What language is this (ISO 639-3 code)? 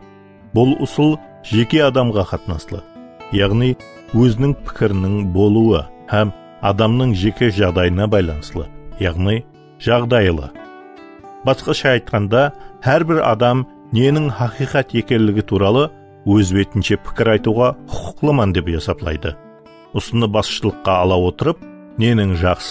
kaa